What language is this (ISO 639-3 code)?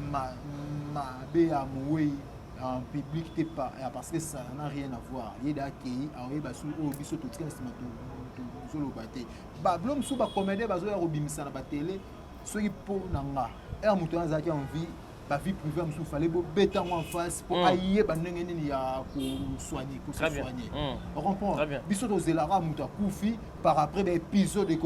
lin